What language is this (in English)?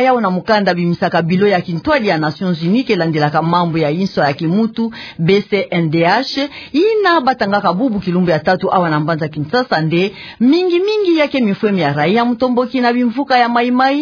Kituba (Democratic Republic of Congo)